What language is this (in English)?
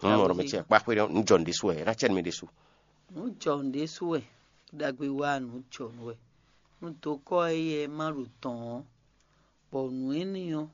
Fon